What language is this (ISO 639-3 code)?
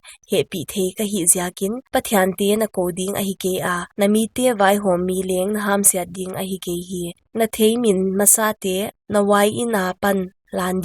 pck